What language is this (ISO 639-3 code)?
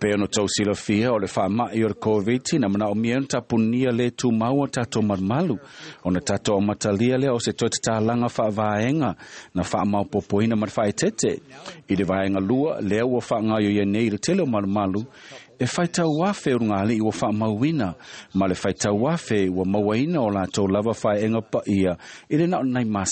smo